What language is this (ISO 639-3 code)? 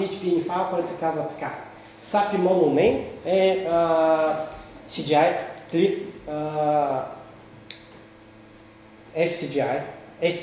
bul